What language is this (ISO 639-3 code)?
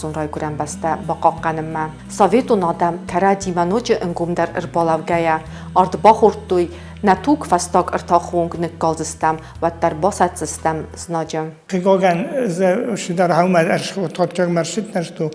oss